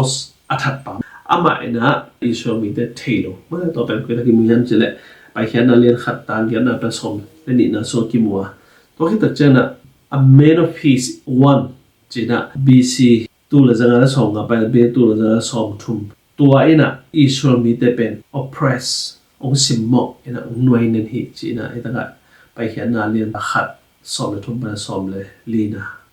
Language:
Tedim Chin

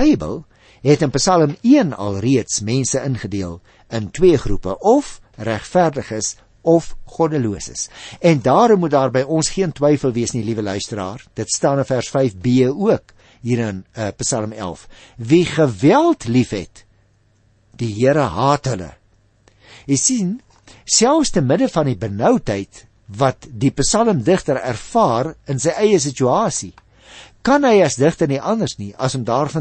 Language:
Afrikaans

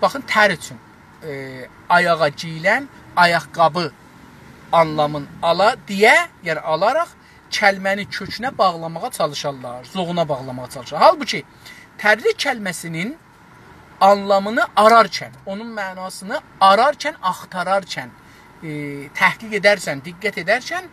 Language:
South Azerbaijani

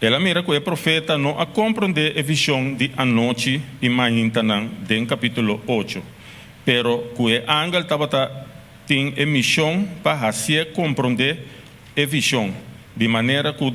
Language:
Papiamento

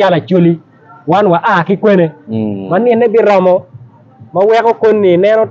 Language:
Acoli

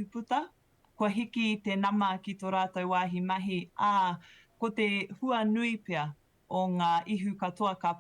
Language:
Māori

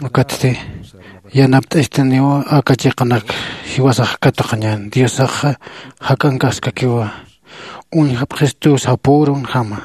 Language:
Aymara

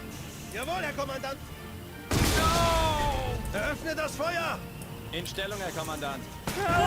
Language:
Bavarian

